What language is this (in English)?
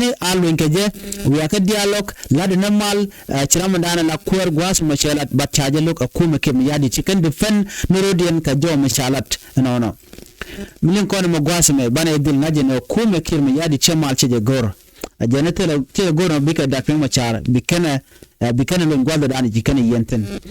Nuer